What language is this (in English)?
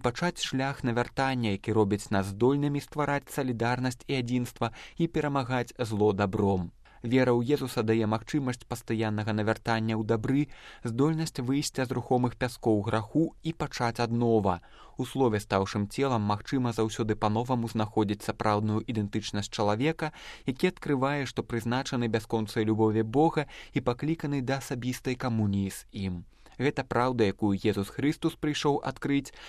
Belarusian